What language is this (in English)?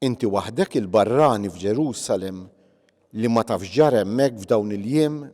Maltese